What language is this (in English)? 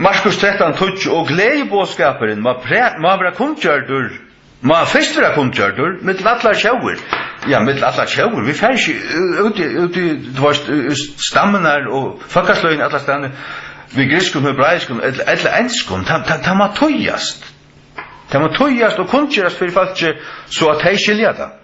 Faroese